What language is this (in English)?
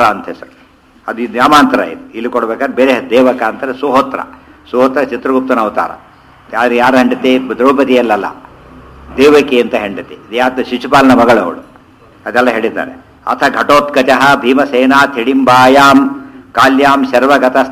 Kannada